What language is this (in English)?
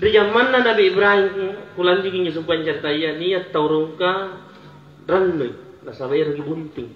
Makasar